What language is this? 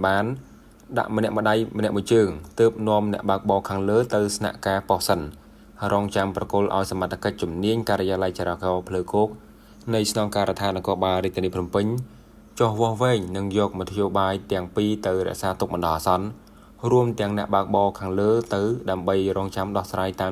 Khmer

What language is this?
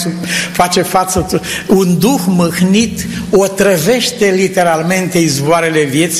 Romanian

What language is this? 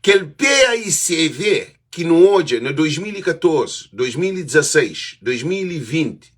Kabuverdianu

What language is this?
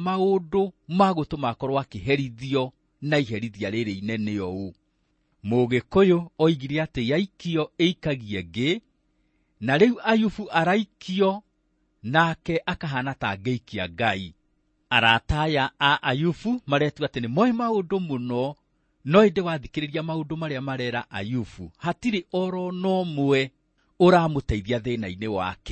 Kikuyu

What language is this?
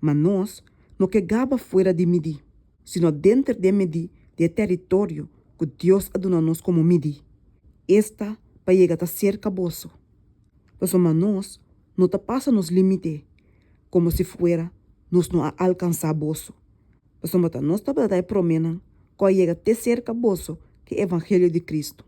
Papiamento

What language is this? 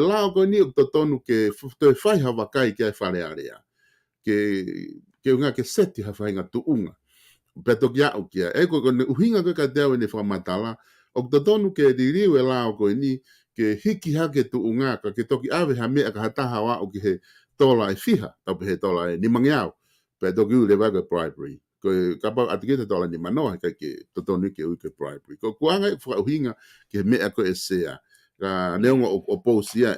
Tongan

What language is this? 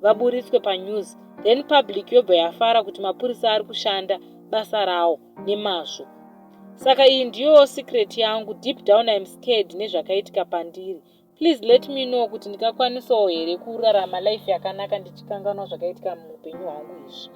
Shona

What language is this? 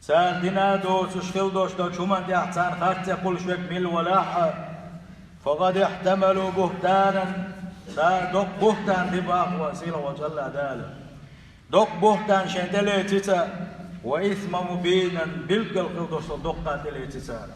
Chechen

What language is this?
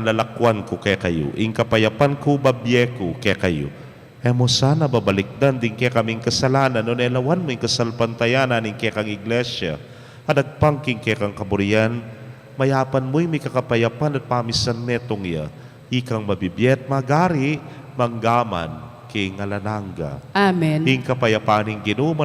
Pampanga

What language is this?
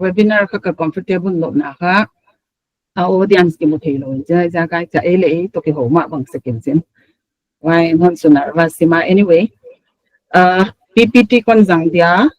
Paite Chin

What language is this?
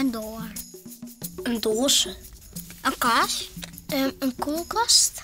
Western Frisian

